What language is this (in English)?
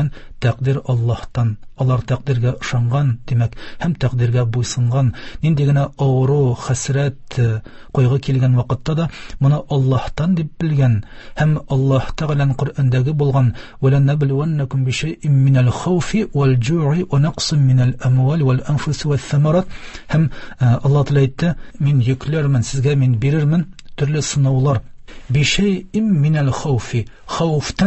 Tatar